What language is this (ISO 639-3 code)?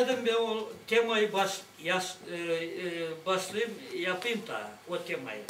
gag